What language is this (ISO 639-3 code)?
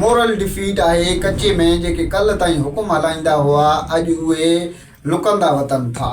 snd